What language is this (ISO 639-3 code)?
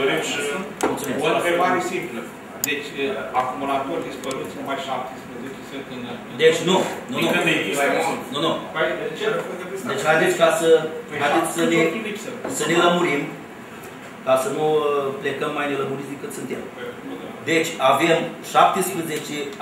ron